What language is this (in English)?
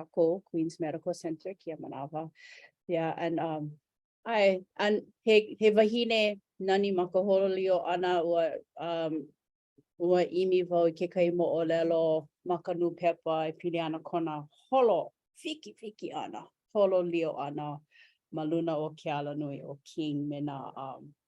Hawaiian